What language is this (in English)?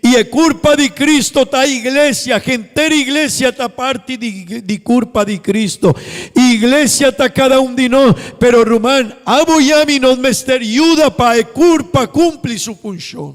Papiamento